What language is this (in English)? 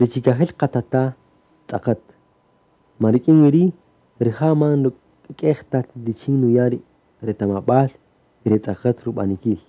Kaqchikel